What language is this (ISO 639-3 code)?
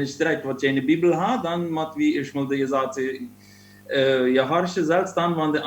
pdt